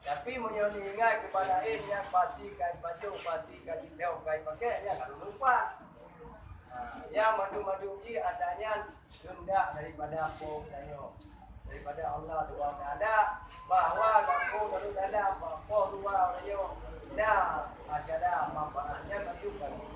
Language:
Achinese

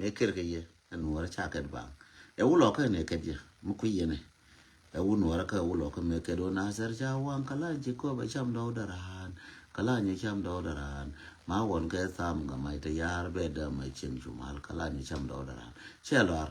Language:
Nuer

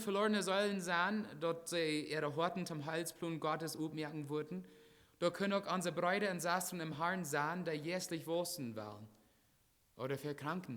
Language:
Plautdietsch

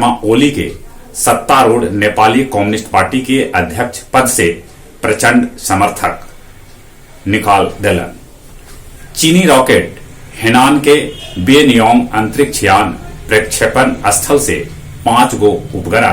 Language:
Magahi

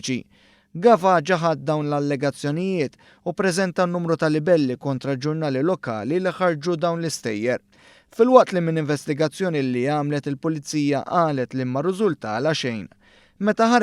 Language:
Maltese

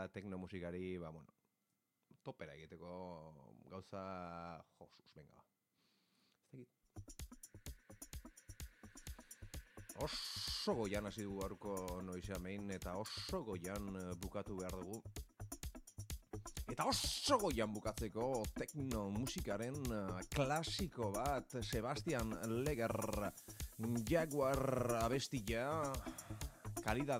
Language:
Basque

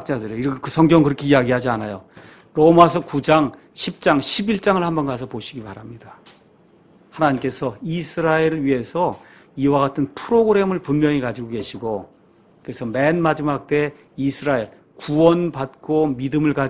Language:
Korean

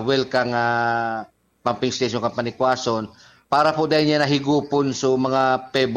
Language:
Bikol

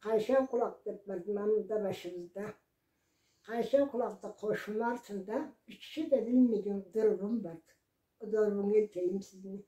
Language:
Karachay-Balkar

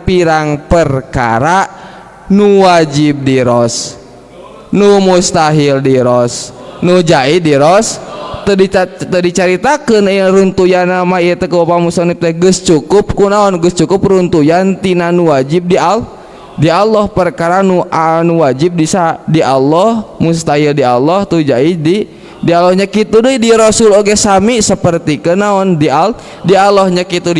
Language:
Sundanese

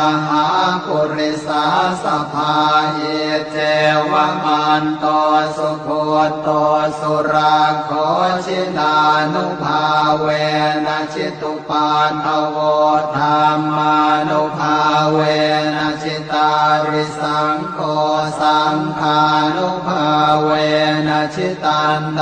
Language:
Pali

